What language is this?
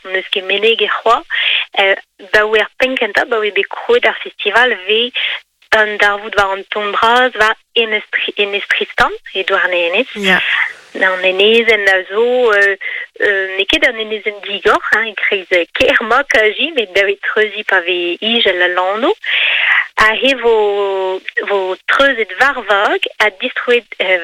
Breton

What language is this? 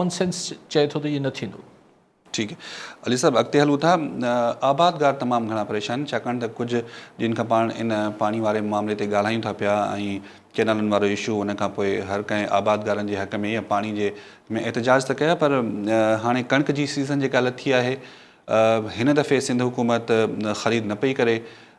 Sindhi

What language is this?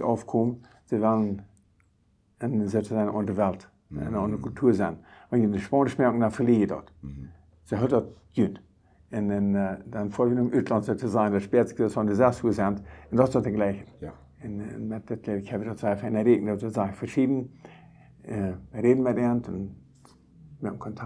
Plautdietsch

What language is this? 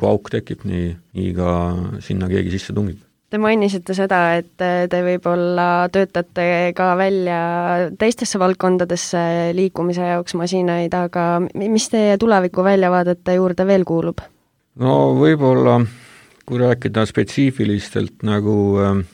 Estonian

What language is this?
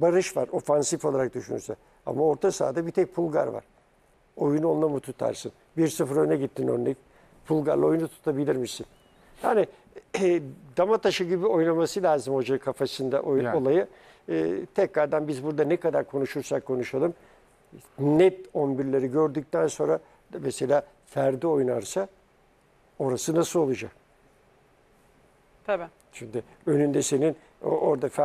Turkish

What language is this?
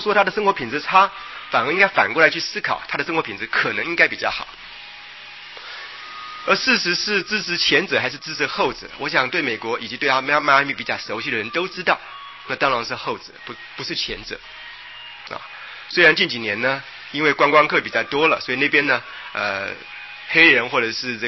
Chinese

